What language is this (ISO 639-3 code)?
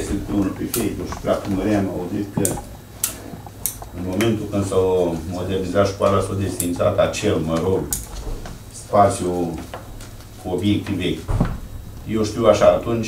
ron